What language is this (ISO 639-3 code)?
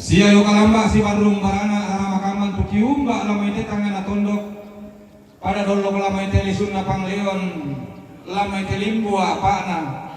sda